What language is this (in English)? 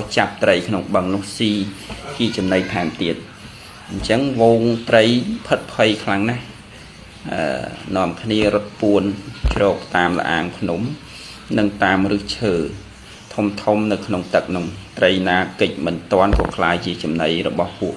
Khmer